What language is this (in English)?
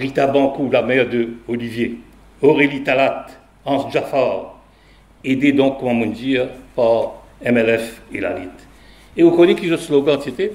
Morisyen